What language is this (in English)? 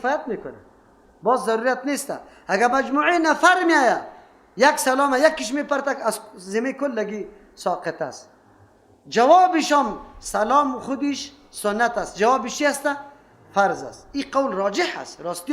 Persian